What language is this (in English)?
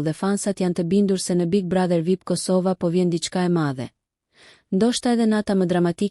Albanian